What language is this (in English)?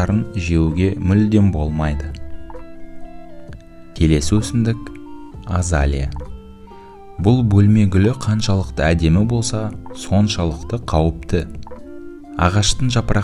Kazakh